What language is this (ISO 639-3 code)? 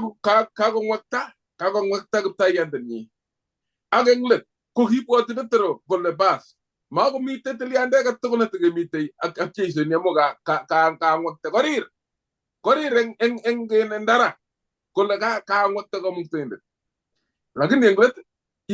kln